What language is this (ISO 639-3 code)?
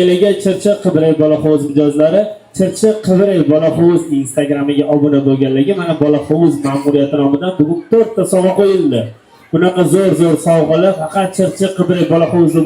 uzb